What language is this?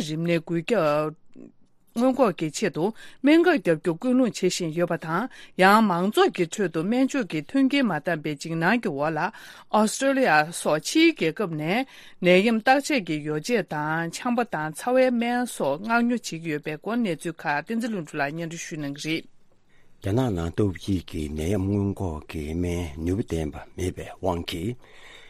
Tibetan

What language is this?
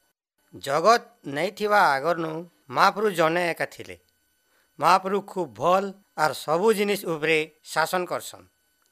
Odia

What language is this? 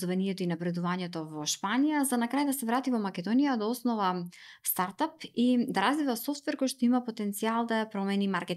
Macedonian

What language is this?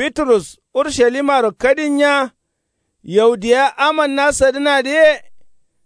Kanuri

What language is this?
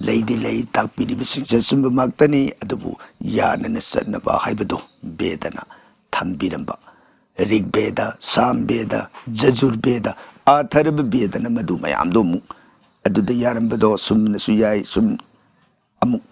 Manipuri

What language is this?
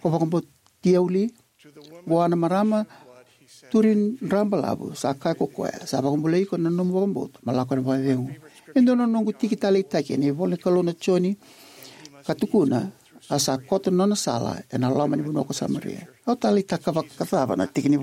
Fijian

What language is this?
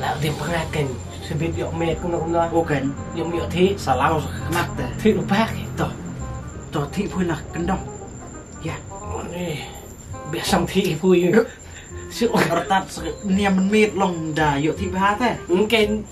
Khasi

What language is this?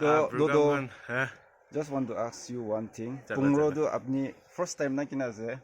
Naga Pidgin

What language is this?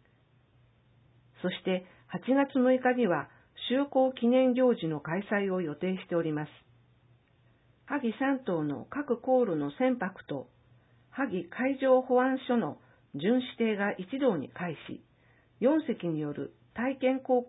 Japanese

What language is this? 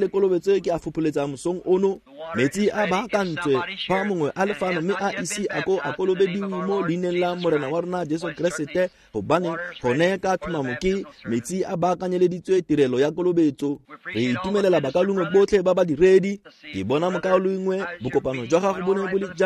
Tswana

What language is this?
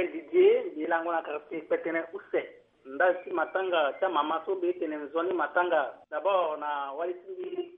Sango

